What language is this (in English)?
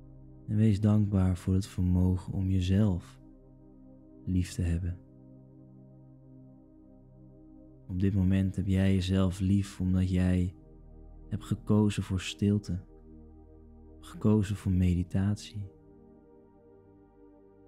Dutch